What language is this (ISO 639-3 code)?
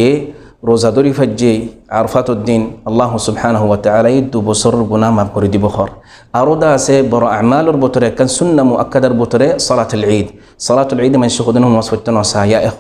rhg